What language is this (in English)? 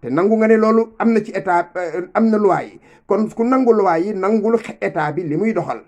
Wolof